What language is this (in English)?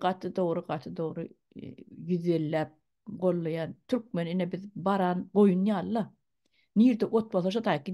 Turkmen